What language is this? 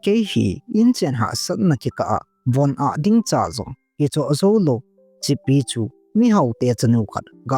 Thado Chin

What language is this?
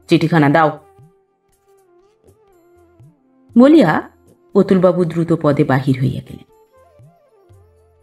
Bangla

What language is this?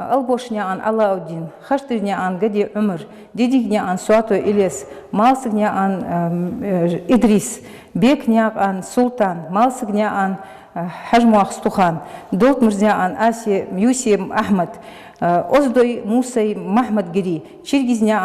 Ingush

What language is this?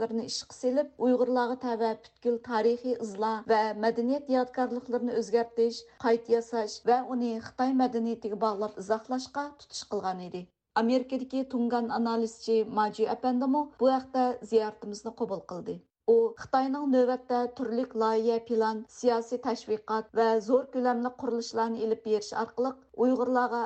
Uyghur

